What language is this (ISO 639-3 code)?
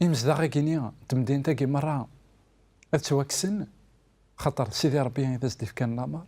kab